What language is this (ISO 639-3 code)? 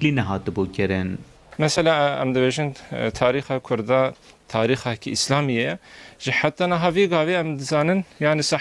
kur